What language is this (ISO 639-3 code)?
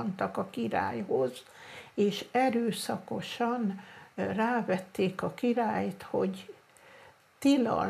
hun